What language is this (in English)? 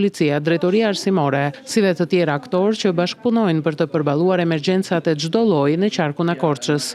Albanian